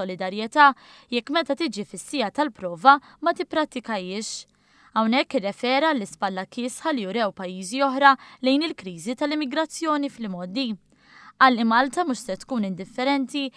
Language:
Maltese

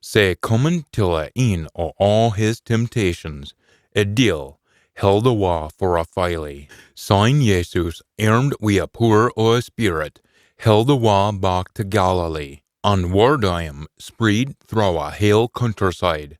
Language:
Scots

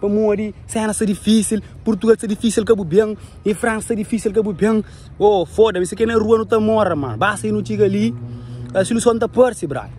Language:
Kabuverdianu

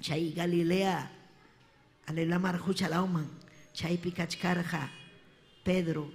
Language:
Ayacucho Quechua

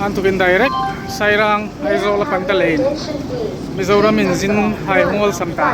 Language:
Hmar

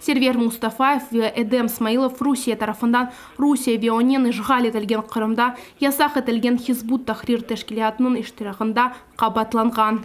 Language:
Crimean Tatar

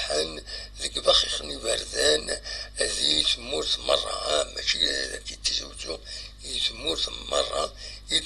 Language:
Kabyle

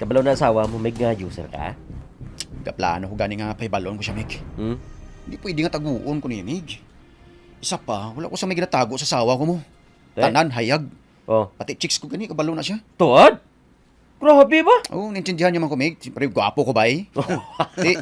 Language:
Hiligaynon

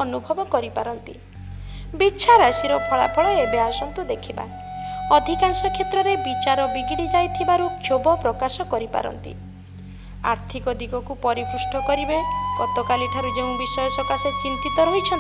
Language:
Odia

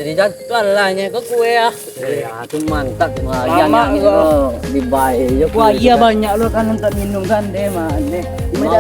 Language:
Minangkabau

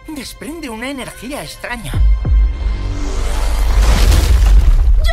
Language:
Catalan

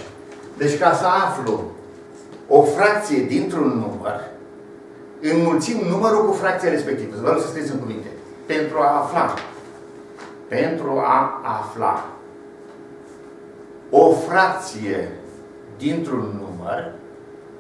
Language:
Romanian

